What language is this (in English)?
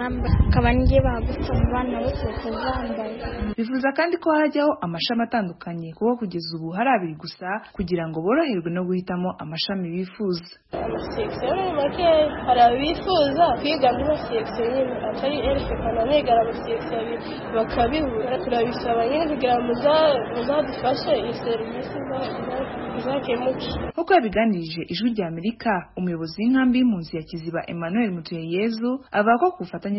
Kinyarwanda